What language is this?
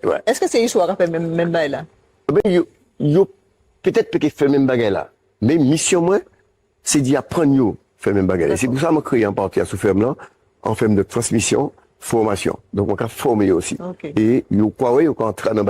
Guadeloupean Creole French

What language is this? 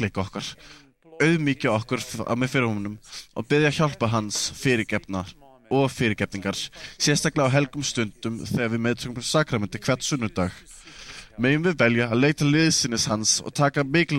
Icelandic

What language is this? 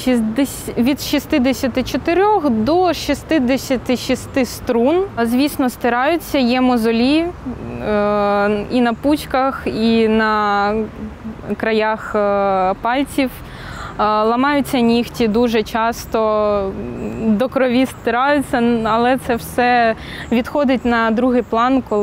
Ukrainian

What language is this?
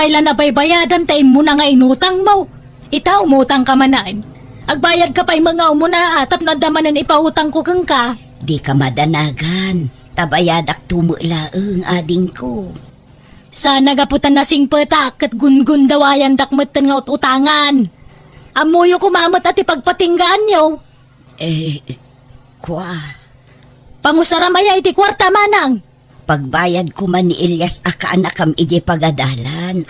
Iloko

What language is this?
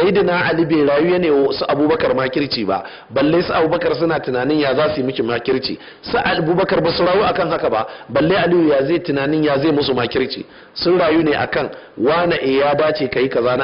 Hausa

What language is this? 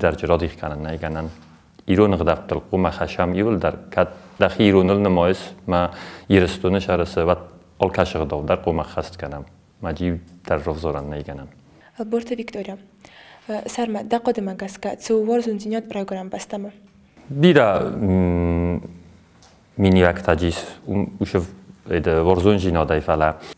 Ossetic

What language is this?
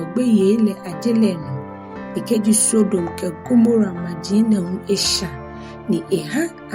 Ga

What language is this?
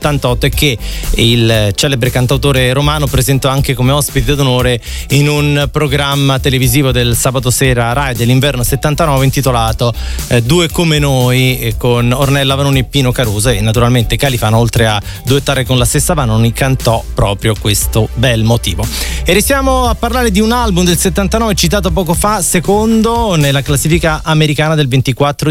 Italian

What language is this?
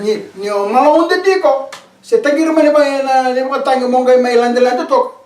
Fijian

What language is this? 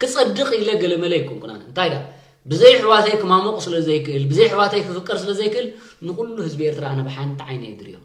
Tigrinya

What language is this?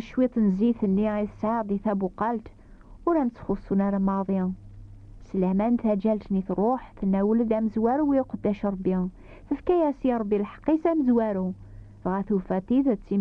Kabyle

